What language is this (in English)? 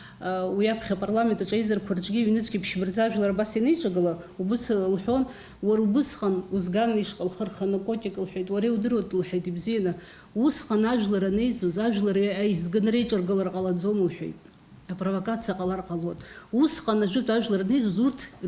Abkhazian